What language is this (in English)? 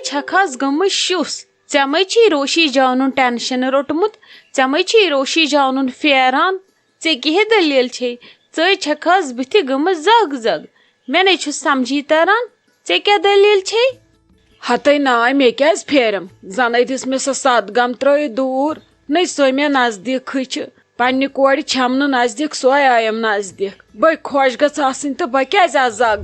Kashmiri